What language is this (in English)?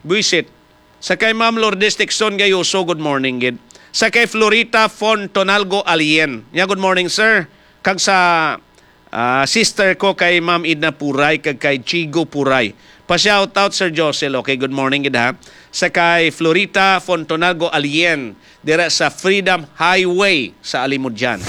Hiligaynon